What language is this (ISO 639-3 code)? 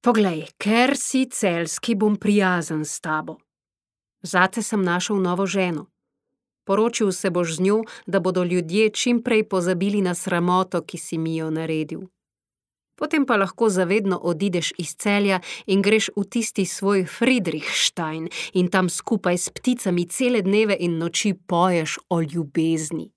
slv